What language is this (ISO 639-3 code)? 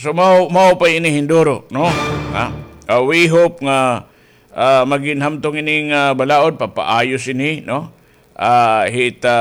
war